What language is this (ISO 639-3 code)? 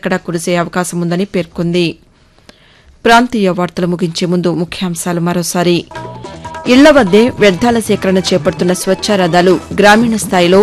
tel